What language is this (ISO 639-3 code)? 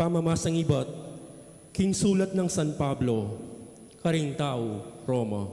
pam